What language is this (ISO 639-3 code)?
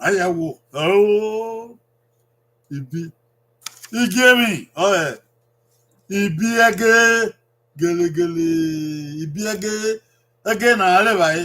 bin